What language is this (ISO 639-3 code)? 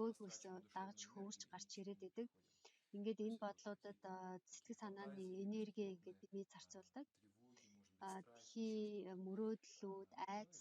mon